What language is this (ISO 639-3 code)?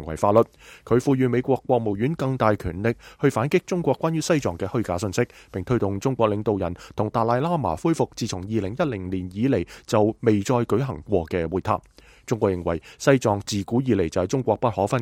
yue